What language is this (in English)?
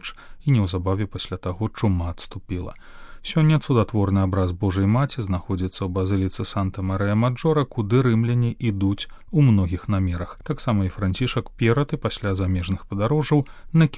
Belarusian